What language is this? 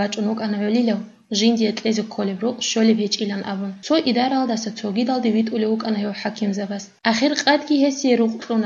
Avaric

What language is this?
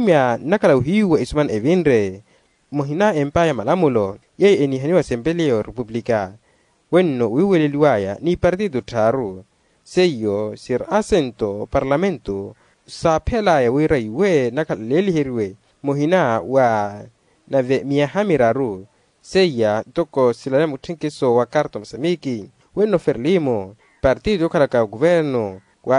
Makhuwa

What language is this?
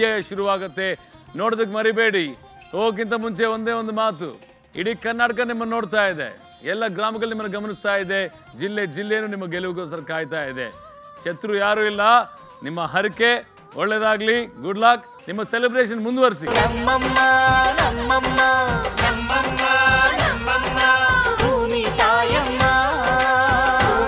Kannada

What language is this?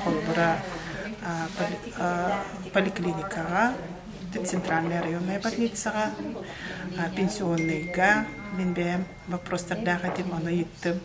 Yakut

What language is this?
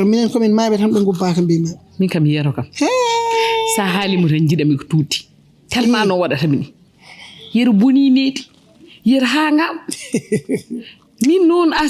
Fula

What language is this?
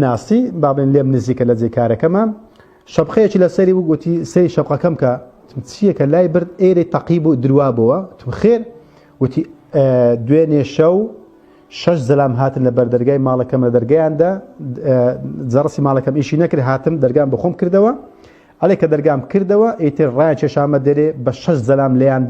Central Kurdish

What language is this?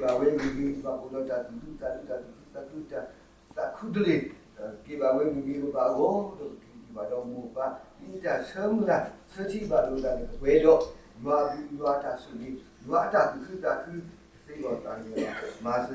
S'gaw Karen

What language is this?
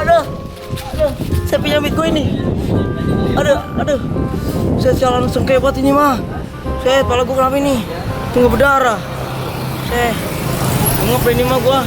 Betawi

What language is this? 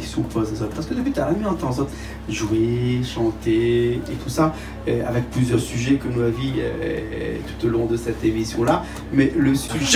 Réunion Creole French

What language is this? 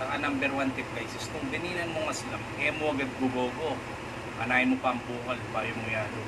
Pampanga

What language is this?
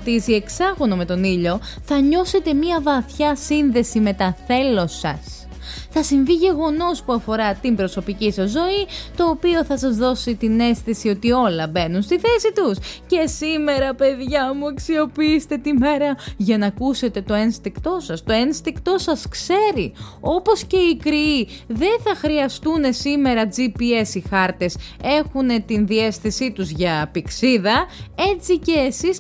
Greek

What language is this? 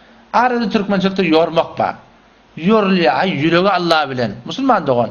Turkmen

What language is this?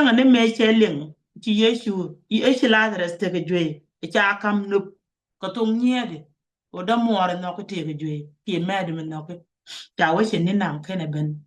Nuer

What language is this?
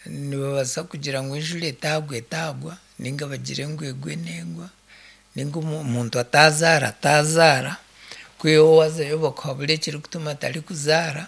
Nyankole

